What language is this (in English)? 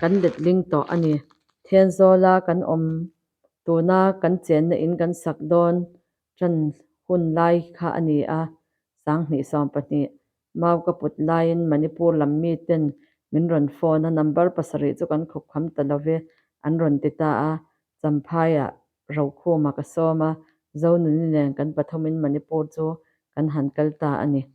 Mizo